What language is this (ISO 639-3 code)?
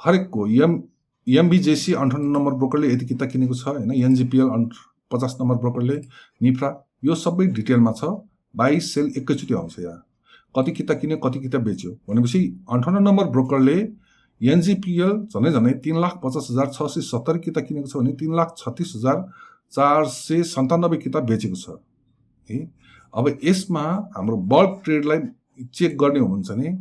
nep